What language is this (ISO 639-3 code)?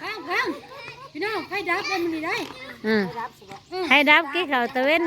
tts